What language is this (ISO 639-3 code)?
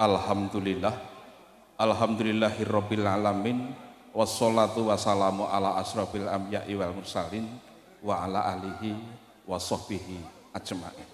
jav